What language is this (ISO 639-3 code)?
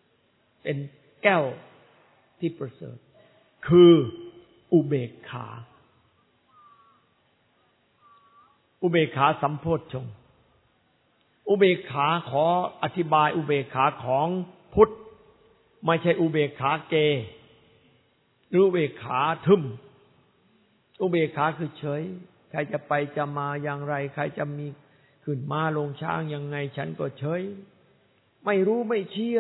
tha